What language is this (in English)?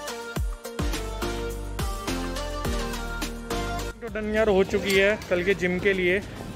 Hindi